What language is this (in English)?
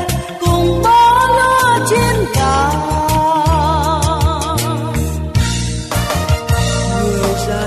Vietnamese